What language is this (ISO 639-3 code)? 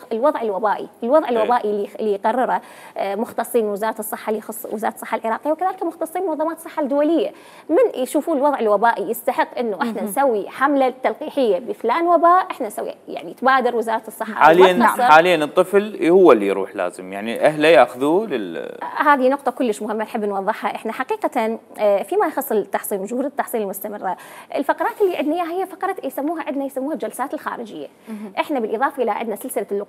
acm